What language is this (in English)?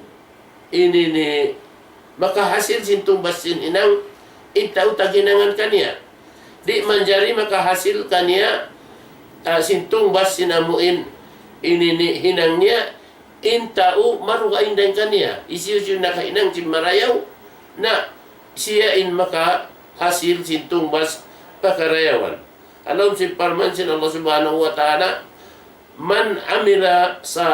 Tausug